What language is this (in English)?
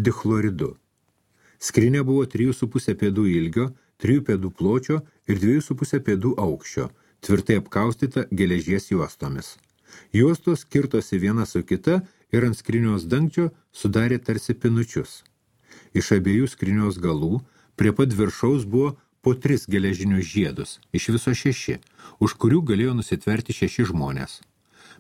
Lithuanian